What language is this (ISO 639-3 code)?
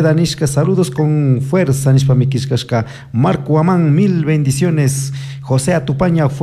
qug